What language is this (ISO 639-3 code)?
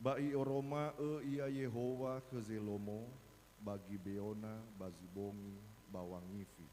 nia